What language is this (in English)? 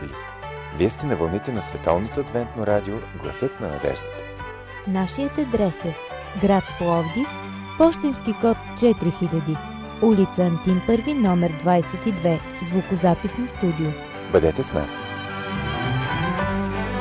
Bulgarian